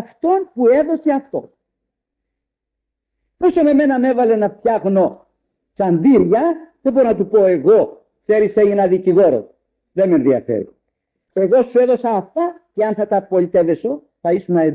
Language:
Greek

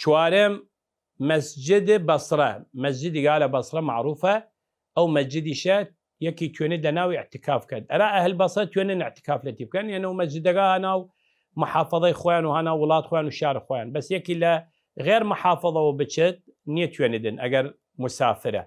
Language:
Southern Kurdish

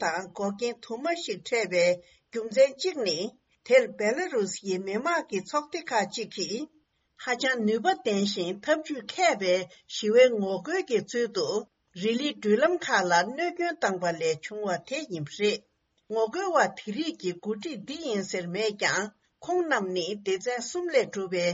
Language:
Tibetan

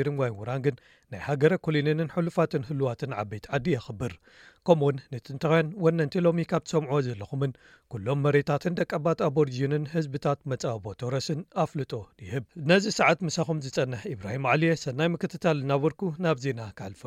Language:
Tigrinya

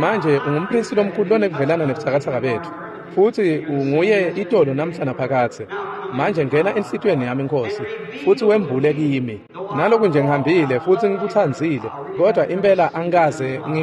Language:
Swati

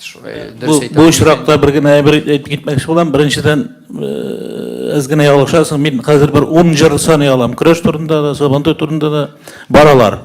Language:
Tatar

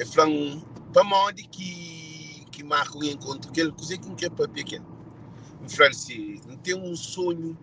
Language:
Kabuverdianu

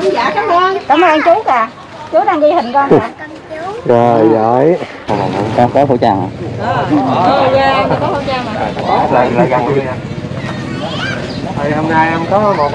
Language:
Vietnamese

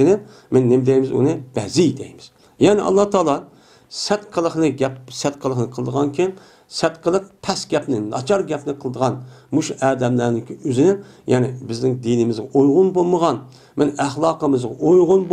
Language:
Uyghur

